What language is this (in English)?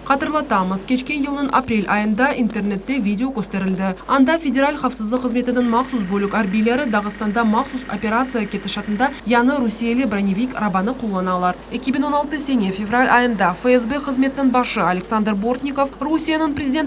Crimean Tatar